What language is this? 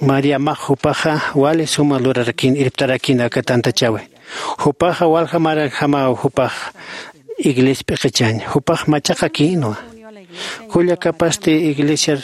Aymara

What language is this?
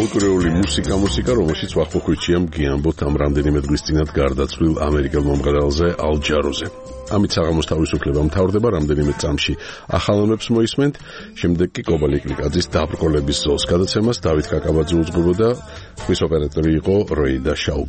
Georgian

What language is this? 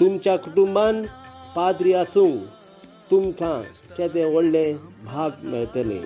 Konkani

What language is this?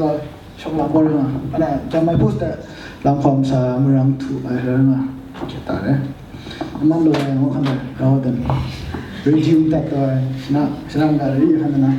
Kachin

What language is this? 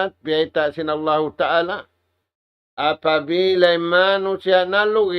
Tausug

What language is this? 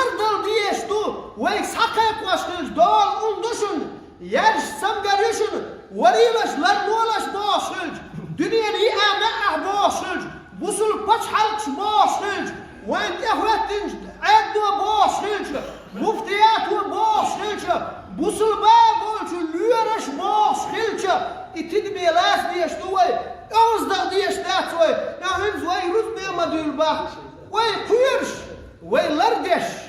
Chechen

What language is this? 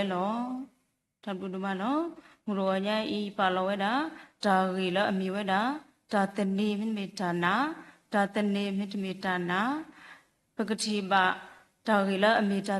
S'gaw Karen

